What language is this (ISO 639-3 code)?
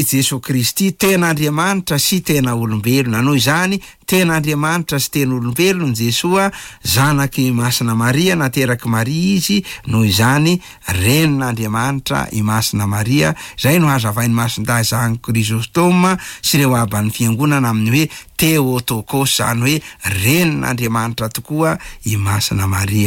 mlg